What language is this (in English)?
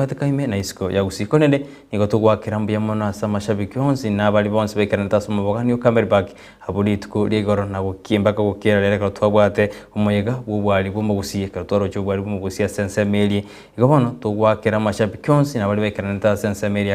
Gusii